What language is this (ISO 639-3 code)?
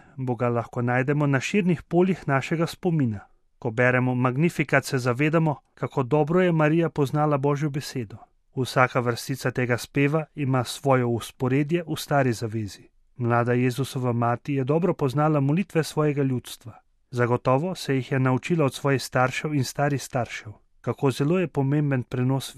slv